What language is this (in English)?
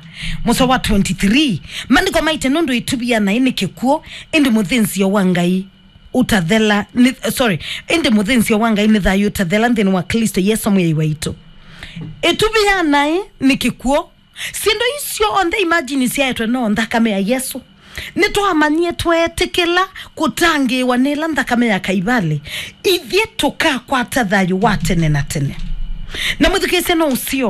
Kamba